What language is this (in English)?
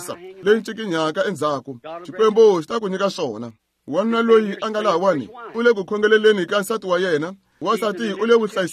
Tsonga